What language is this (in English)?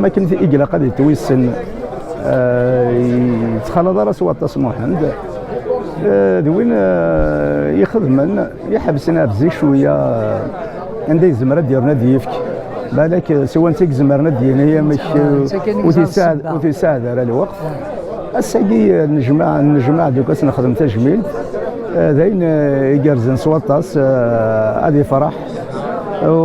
Kabyle